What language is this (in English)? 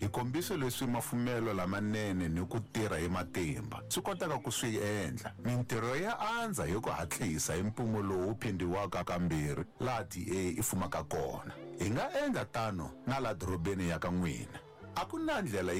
Tsonga